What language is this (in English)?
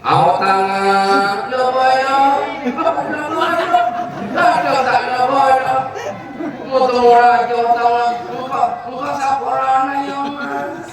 Madurese